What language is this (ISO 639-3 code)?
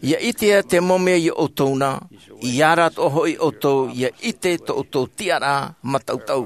tah